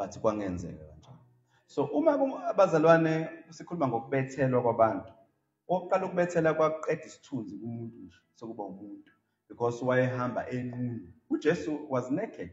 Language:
Zulu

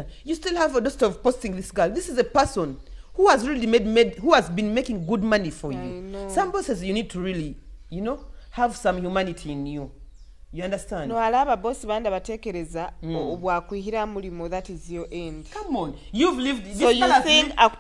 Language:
Nyoro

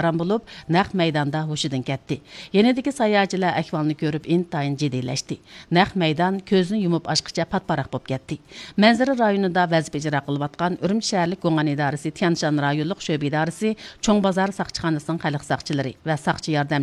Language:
Uyghur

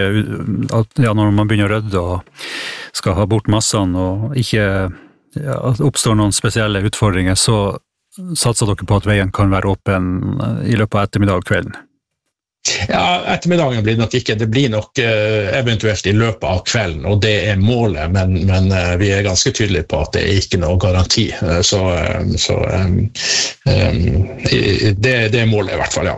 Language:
Norwegian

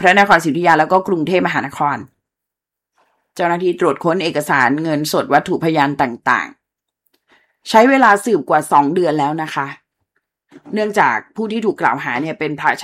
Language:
Thai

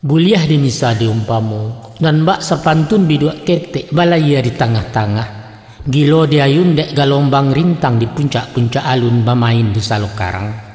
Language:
Minangkabau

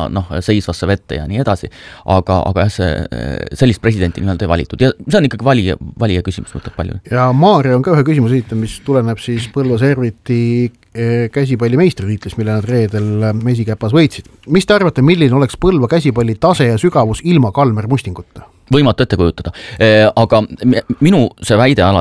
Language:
Estonian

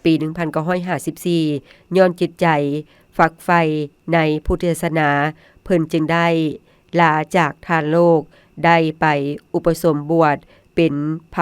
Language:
Lao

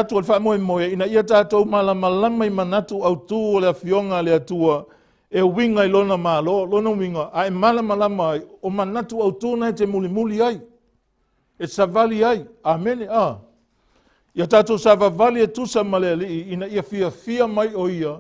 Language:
Samoan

